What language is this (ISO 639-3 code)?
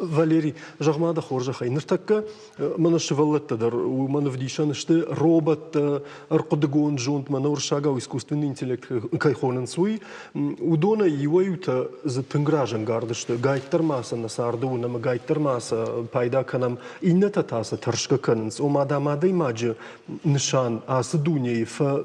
oss